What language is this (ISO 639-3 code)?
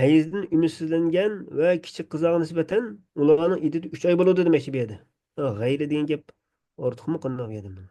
uig